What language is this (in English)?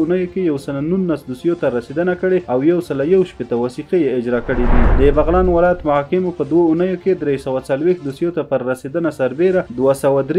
Pashto